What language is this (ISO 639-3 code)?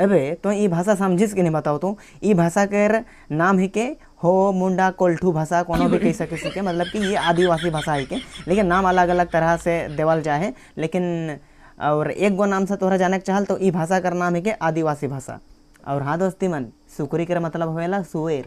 sck